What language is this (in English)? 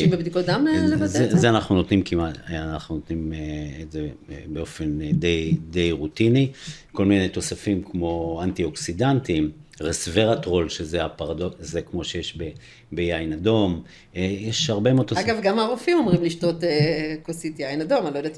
Hebrew